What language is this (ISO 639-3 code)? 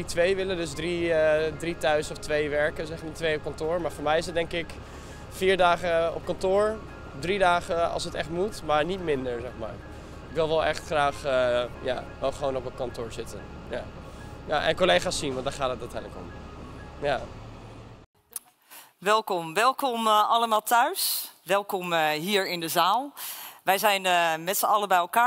nld